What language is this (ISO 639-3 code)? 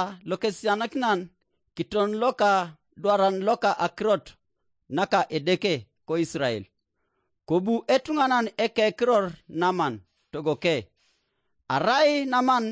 teo